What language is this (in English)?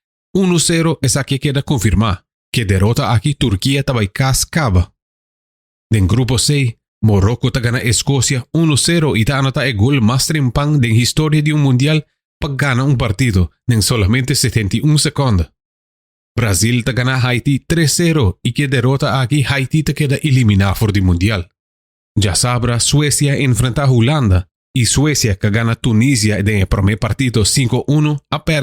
Papiamento